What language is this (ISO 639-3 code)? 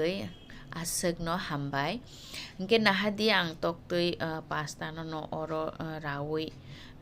trp